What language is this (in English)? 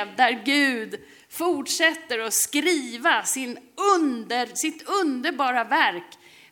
Swedish